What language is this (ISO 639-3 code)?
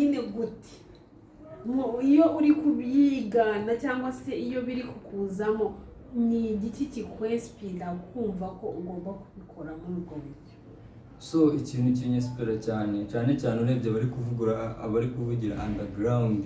kin